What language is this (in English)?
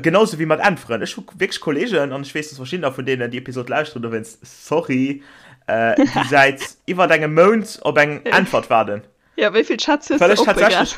Luxembourgish